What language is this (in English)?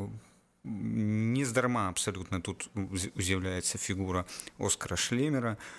Belarusian